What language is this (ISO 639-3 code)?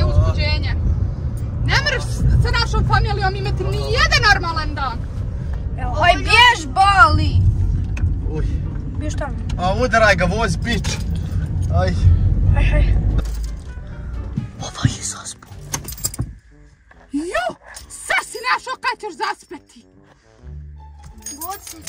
hrv